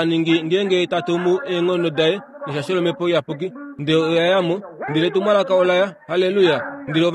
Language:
Kuanyama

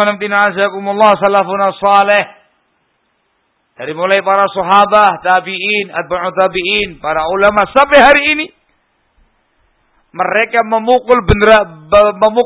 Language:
Indonesian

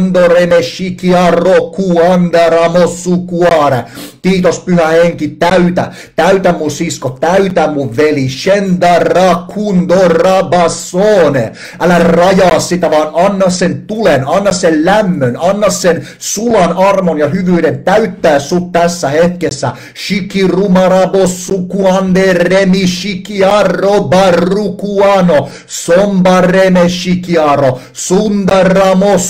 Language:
Finnish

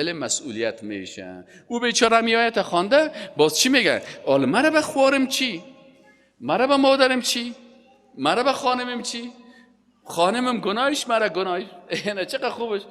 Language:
Persian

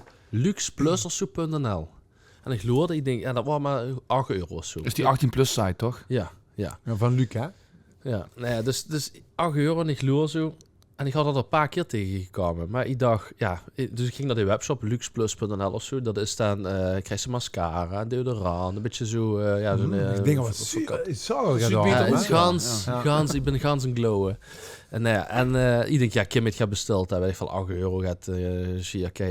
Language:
Limburgish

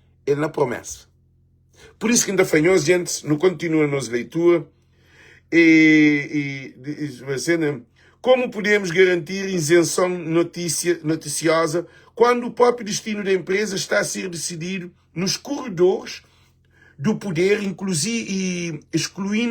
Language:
Kabuverdianu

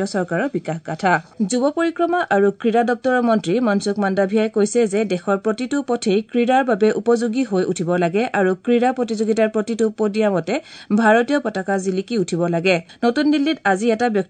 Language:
Assamese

